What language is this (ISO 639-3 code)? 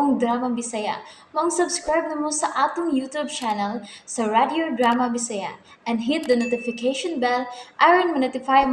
ceb